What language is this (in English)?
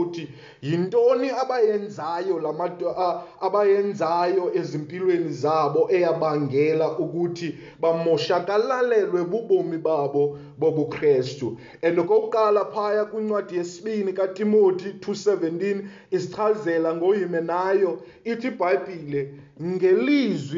Xhosa